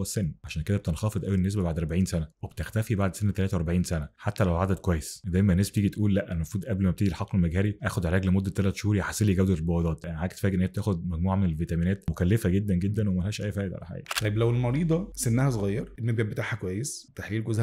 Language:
Egyptian Arabic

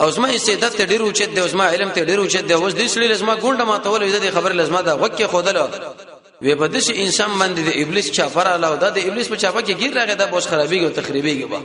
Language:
Pashto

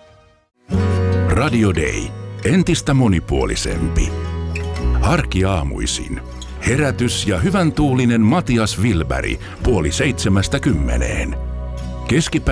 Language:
Finnish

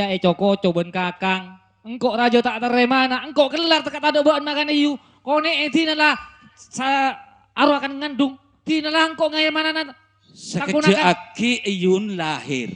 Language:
Madurese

